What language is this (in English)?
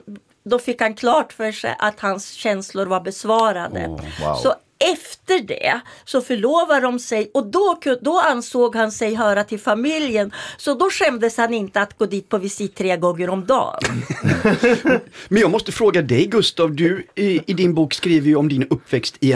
Swedish